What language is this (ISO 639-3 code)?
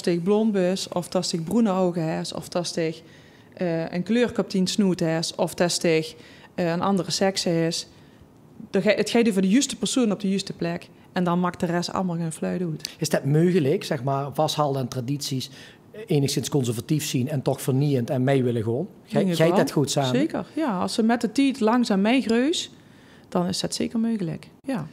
lim